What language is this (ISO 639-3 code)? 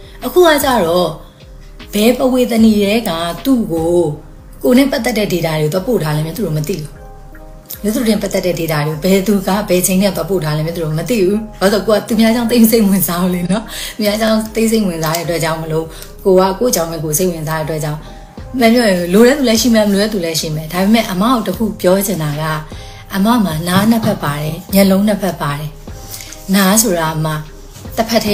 mya